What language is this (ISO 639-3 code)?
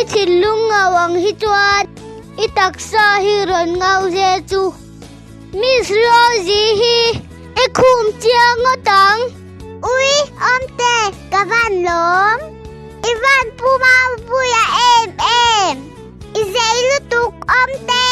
lus